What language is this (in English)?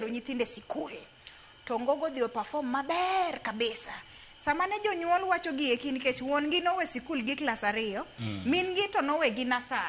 Luo (Kenya and Tanzania)